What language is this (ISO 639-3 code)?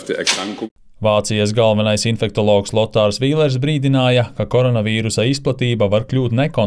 lav